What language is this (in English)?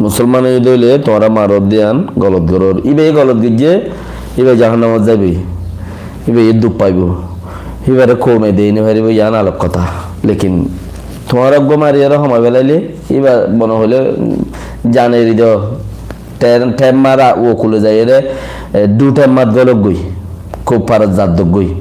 Rohingya